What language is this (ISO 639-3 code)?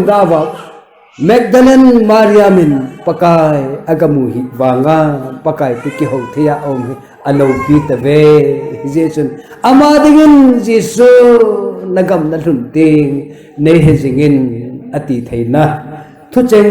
tcz